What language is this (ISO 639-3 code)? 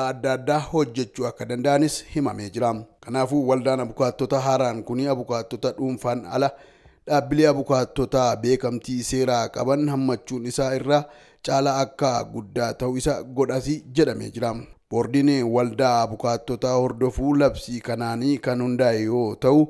orm